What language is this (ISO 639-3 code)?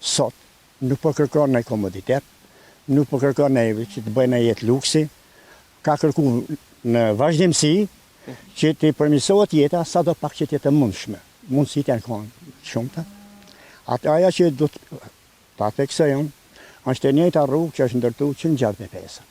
sqi